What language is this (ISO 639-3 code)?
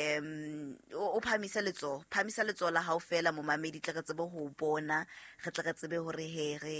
sot